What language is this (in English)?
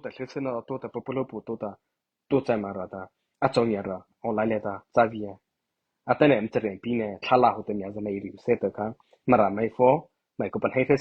Mara Chin